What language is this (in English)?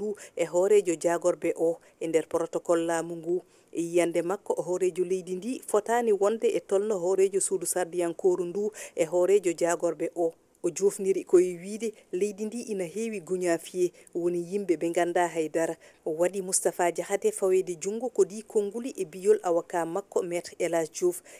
Fula